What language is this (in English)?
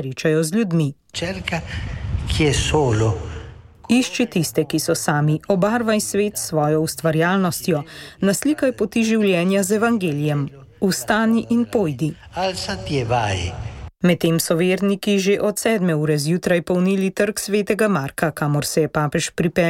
Slovenian